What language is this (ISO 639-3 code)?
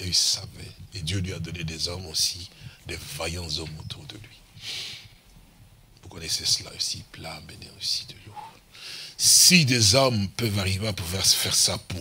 fra